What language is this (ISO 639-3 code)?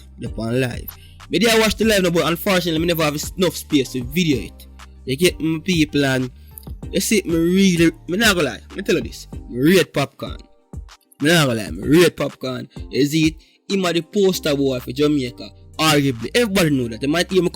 jam